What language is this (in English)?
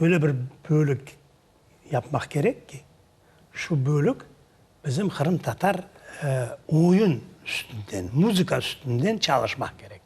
Crimean Tatar